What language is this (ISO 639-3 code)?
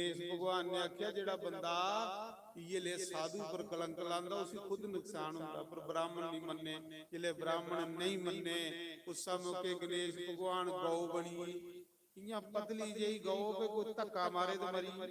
doi